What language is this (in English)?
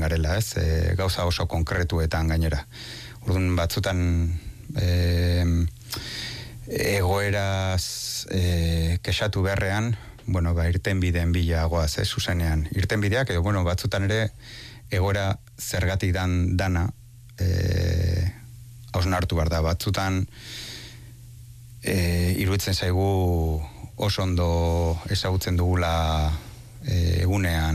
Basque